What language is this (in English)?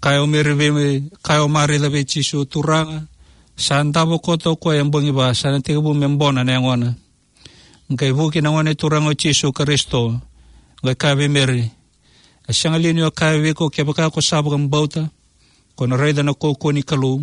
Fijian